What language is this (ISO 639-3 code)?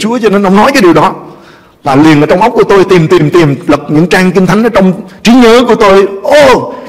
vie